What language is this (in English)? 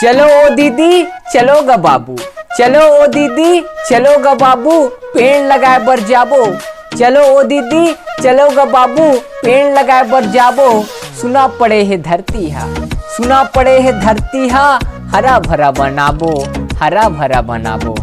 Chhattisgarhi